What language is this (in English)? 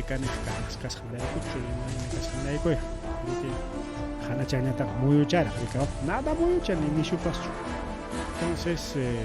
Ayacucho Quechua